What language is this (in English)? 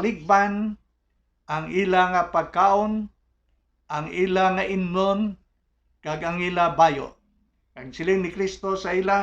Hiligaynon